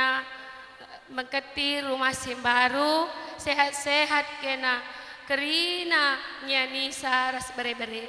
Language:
Batak Karo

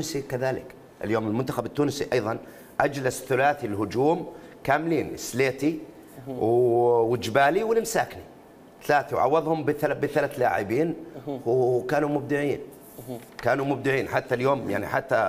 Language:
Mesopotamian Arabic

